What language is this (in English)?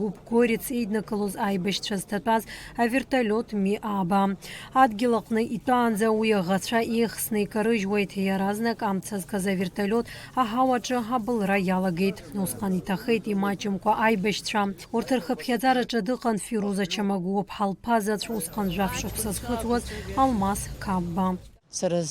Abkhazian